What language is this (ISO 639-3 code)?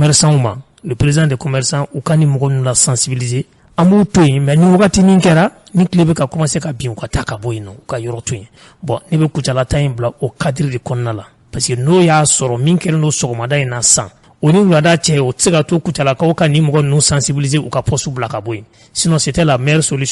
bam